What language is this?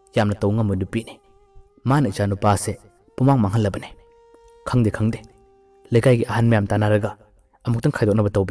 Manipuri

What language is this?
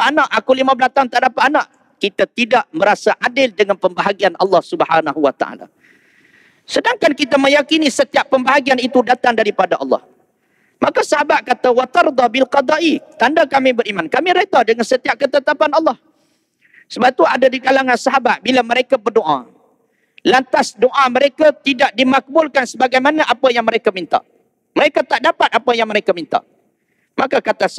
Malay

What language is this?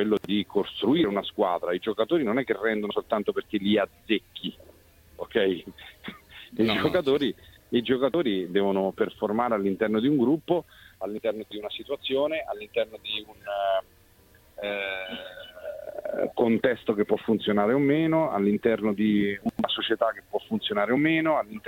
Italian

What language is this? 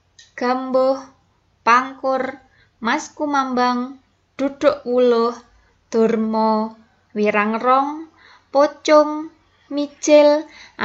Javanese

